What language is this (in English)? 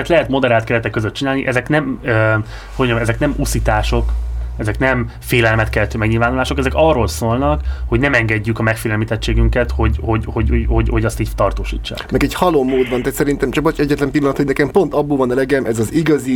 Hungarian